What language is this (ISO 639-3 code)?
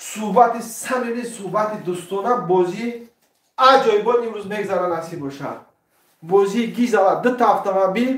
tgk